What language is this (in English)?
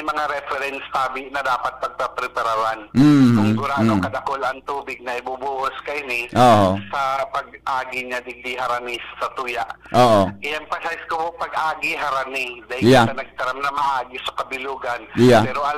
Bikol